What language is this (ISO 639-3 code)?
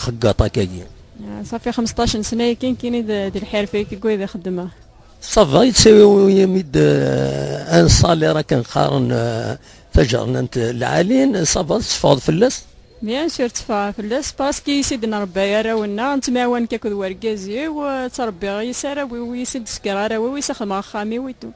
kab